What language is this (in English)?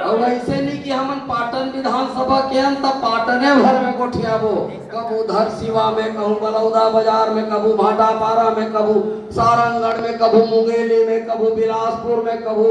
Chhattisgarhi